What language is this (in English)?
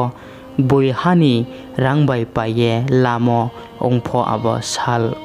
Riang (India)